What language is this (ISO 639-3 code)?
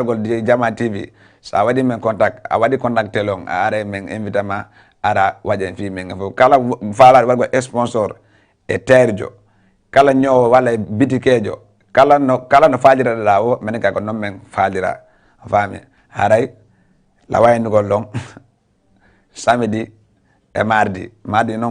ful